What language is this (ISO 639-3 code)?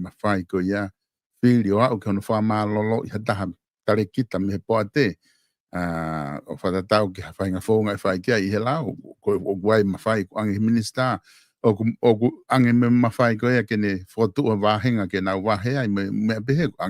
ton